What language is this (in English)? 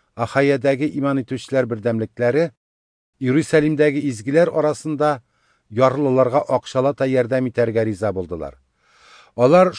Tatar